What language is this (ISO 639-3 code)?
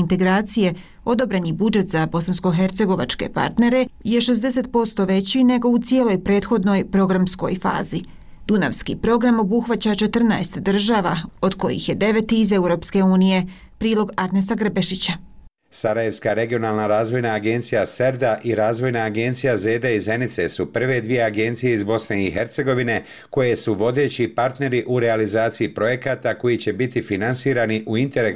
bos